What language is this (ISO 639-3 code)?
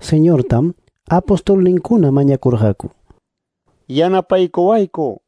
que